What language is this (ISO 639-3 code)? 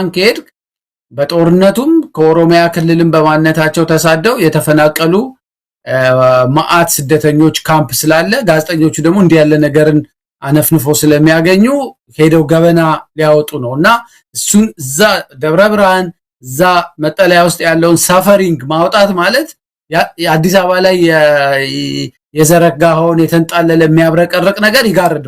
amh